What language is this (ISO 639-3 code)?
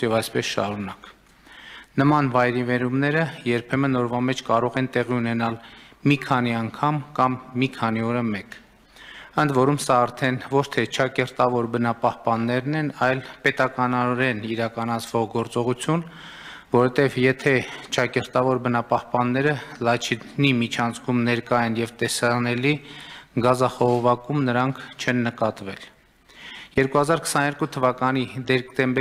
hye